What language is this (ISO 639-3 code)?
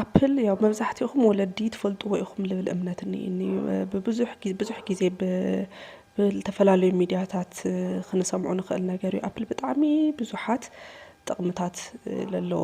tir